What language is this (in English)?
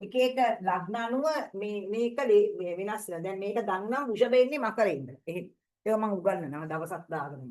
Sinhala